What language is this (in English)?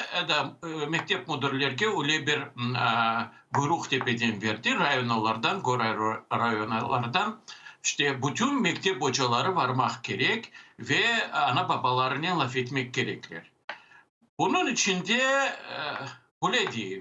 Crimean Tatar